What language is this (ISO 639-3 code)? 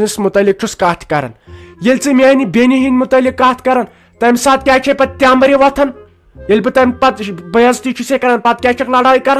kas